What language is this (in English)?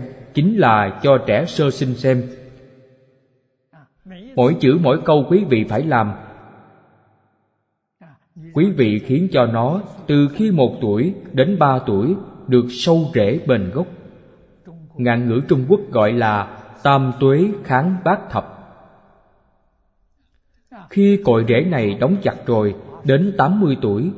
Vietnamese